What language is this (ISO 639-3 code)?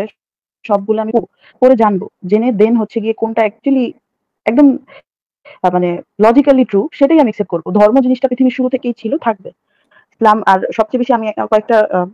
ben